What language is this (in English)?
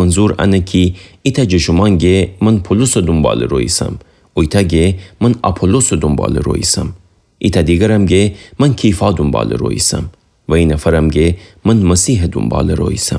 Gilaki